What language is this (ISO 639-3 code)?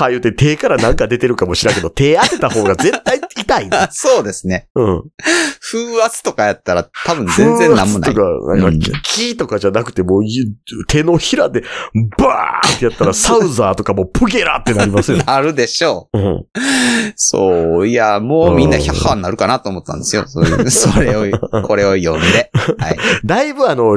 jpn